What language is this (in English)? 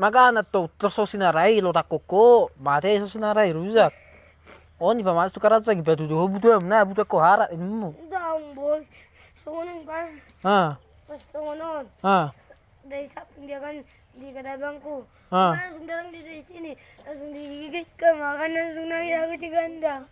Batak Toba